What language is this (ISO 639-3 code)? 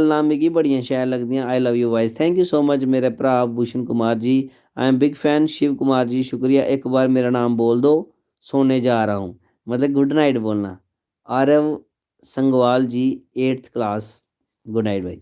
doi